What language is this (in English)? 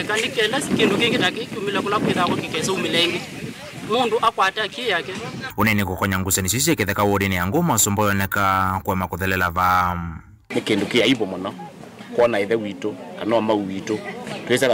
Kamba